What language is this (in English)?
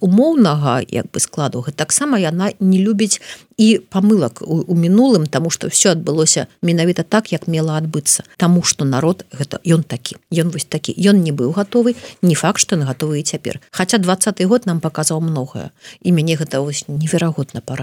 Belarusian